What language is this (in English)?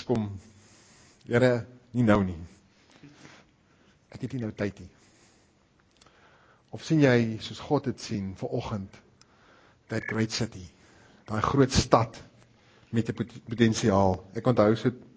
Afrikaans